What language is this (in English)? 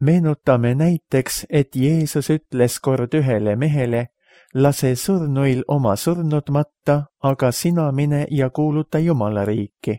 Estonian